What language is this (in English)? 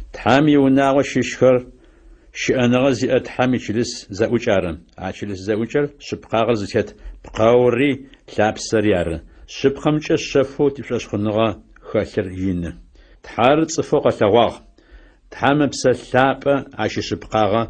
Adyghe